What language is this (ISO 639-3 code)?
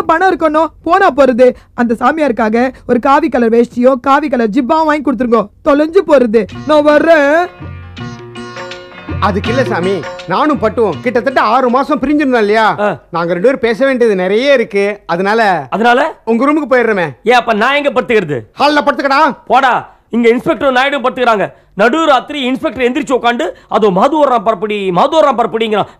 tam